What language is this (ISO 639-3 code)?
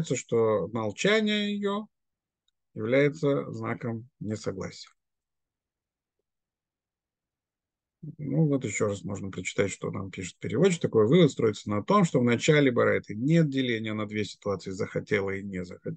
rus